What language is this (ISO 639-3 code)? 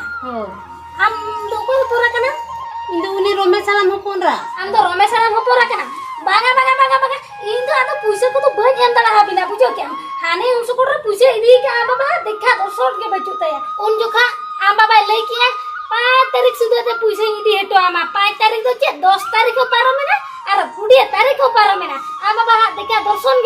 sat